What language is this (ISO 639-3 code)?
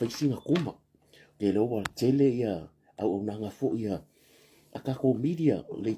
smo